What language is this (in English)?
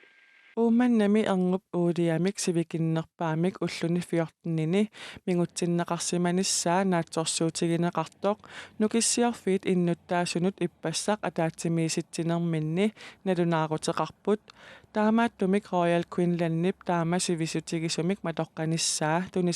Kalaallisut